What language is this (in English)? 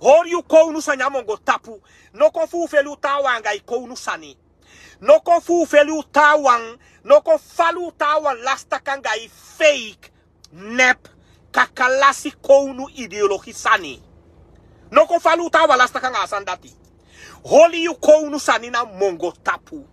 Sranan Tongo